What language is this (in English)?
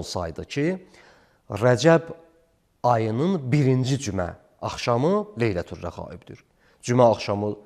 Azerbaijani